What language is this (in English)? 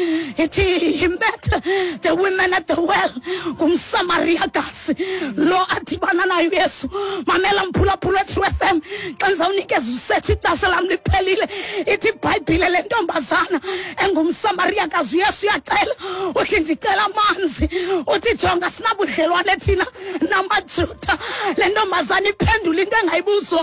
Xhosa